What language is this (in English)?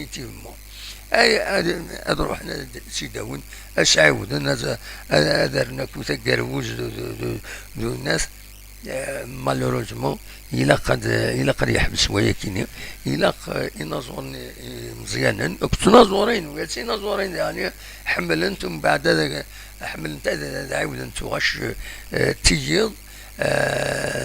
Kabyle